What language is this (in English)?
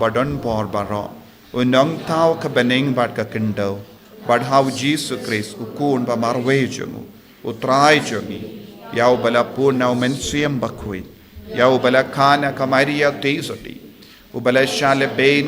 Khasi